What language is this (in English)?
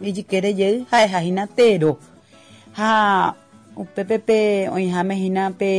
Guarani